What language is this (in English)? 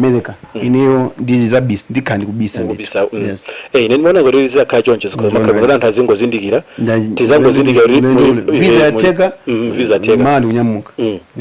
Nyanja